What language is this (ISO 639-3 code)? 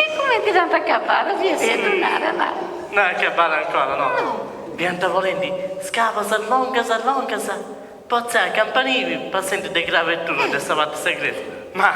srd